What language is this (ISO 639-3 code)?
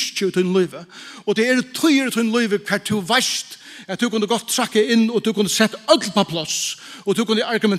fao